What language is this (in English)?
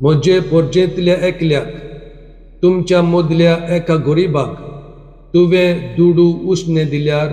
Konkani